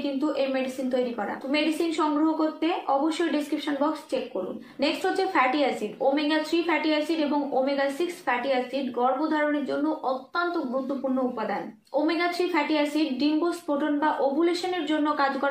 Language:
Bangla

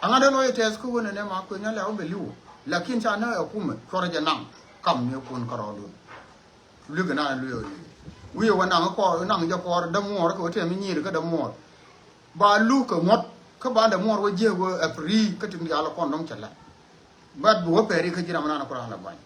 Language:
Nuer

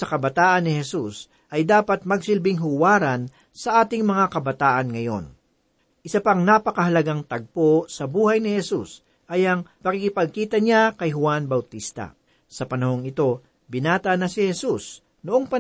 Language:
Filipino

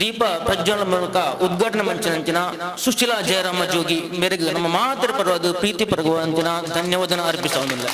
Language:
Tulu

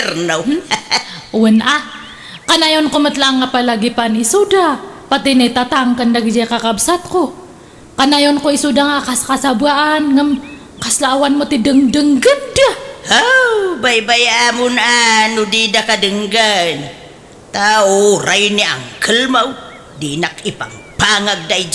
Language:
Iloko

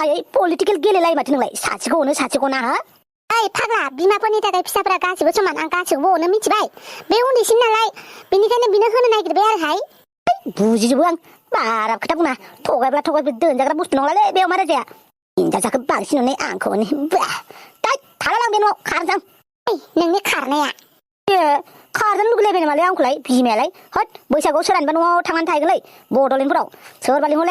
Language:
Bodo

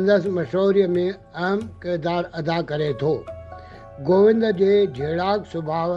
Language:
Sindhi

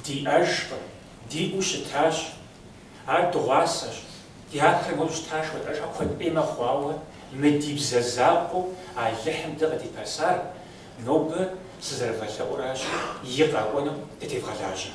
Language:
Kabardian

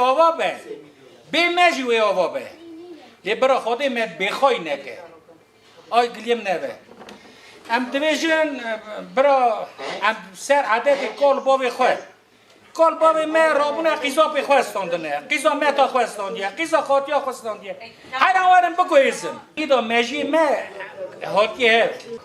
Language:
Kurdish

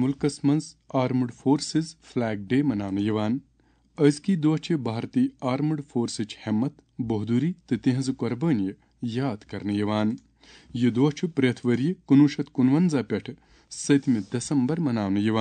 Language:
Kashmiri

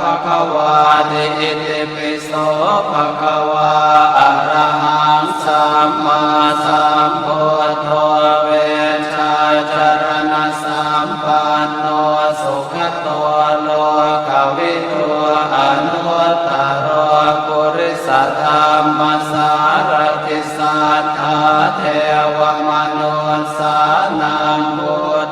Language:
Pali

